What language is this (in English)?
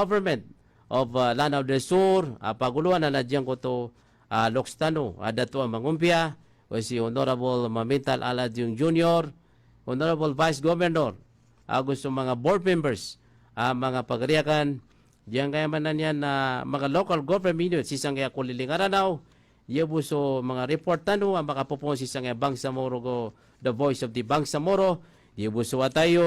Maranao